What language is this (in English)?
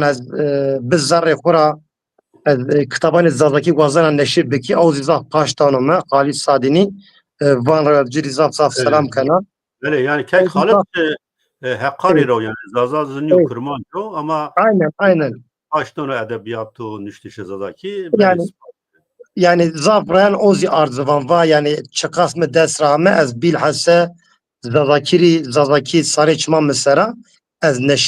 Zaza